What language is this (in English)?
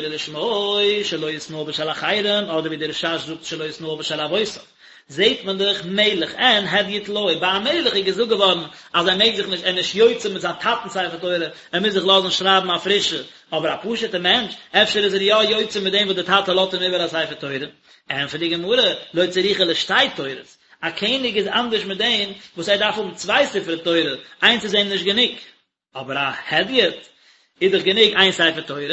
Yiddish